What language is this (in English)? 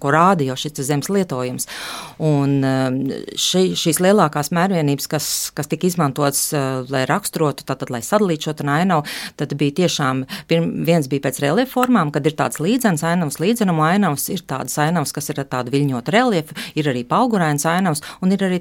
Latvian